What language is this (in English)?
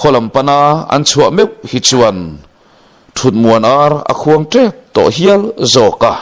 Mizo